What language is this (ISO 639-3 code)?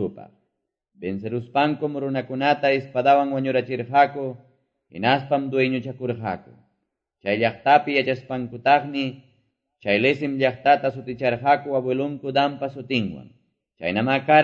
que